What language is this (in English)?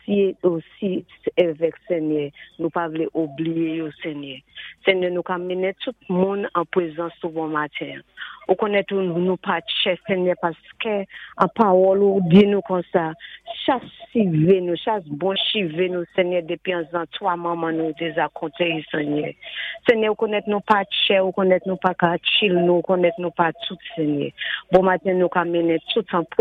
Saint Lucian Creole French